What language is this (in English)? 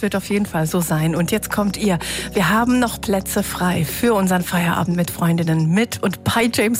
German